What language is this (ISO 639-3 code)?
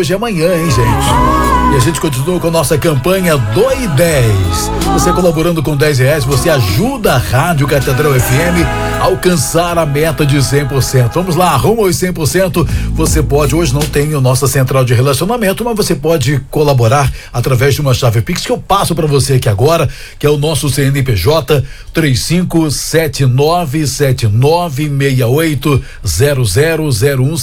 por